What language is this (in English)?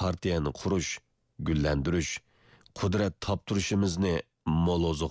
Uyghur